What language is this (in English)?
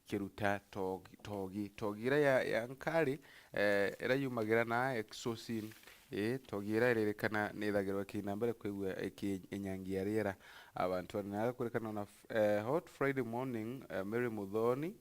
Meru